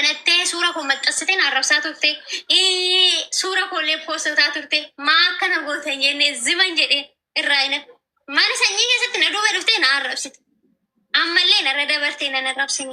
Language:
Oromo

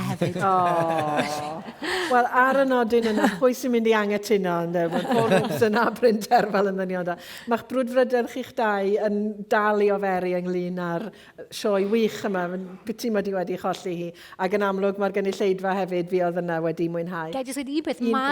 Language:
Welsh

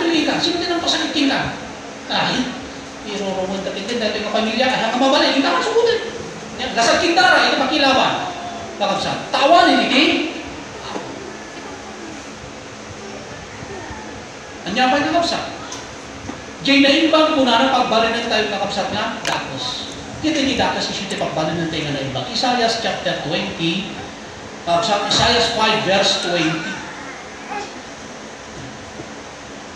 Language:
Iloko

